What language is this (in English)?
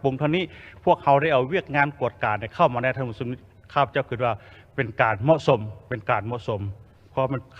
Lao